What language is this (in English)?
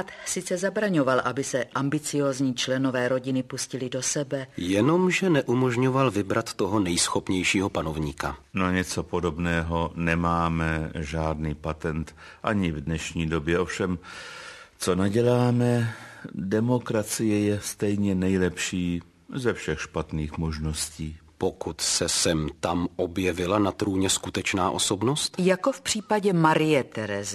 Czech